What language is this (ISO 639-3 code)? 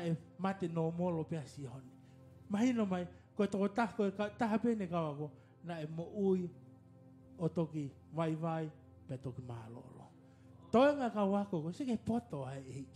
ton